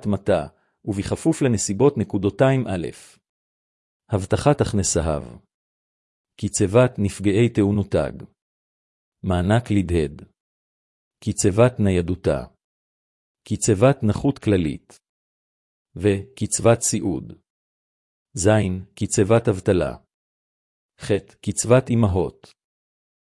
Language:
Hebrew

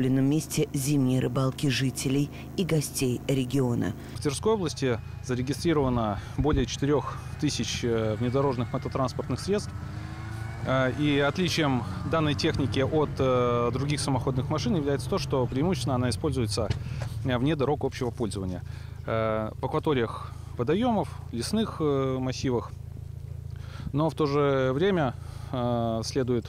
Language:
Russian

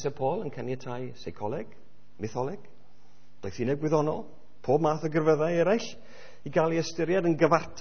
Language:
Welsh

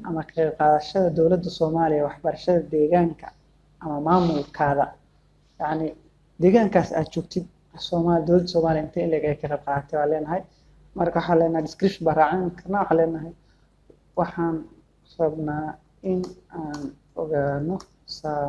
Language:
Somali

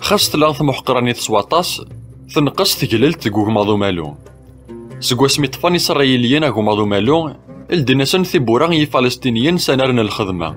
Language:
Kabyle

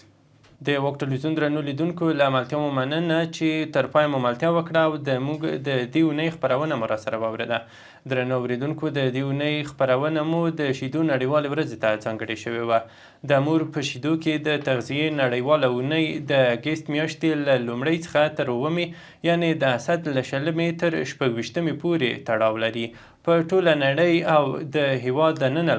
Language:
Pashto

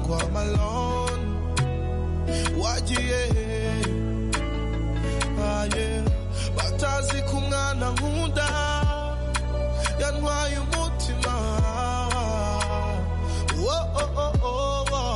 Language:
Kinyarwanda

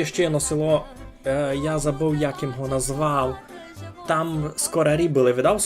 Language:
Rusyn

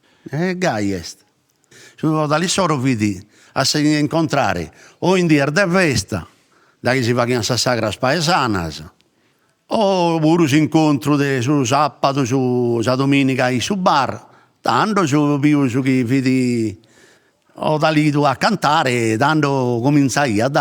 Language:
Sardinian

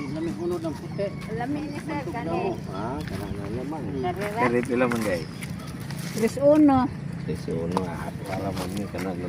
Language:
Cebuano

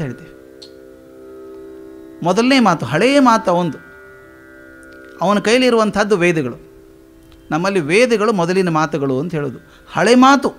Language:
Kannada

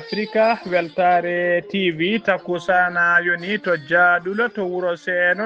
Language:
Fula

